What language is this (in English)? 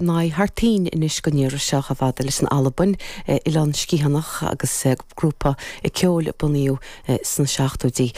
Irish